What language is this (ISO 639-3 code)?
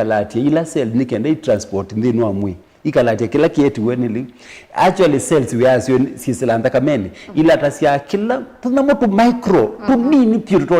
kam